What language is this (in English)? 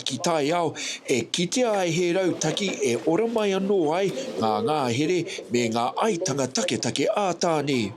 Māori